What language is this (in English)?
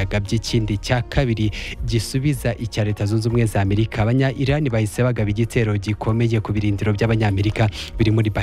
Kinyarwanda